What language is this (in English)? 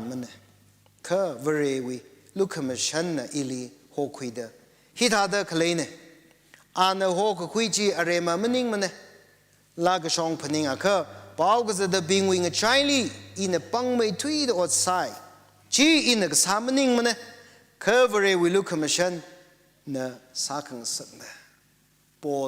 Tangkhul Naga (India)